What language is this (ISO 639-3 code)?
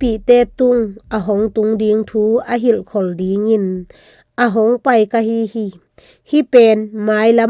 ctd